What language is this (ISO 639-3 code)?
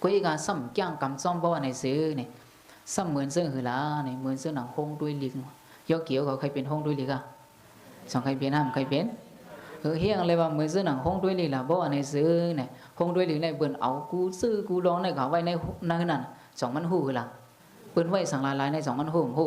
shn